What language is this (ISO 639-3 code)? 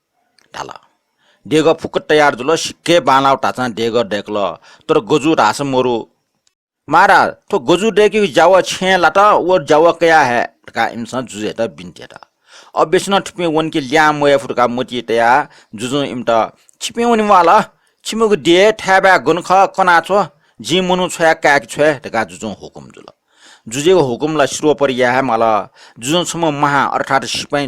new